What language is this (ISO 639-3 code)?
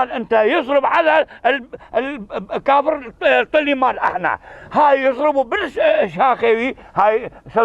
kur